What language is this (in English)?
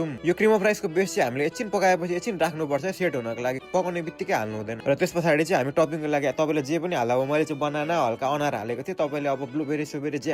Nepali